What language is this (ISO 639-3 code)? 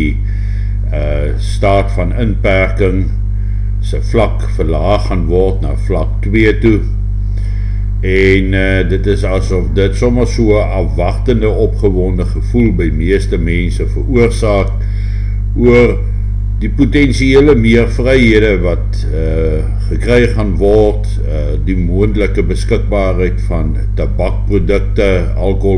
afr